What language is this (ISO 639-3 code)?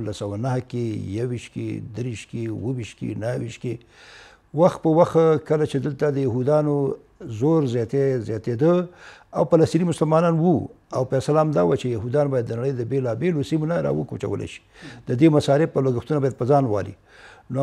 pus